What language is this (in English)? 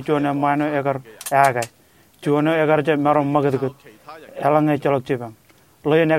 Marshallese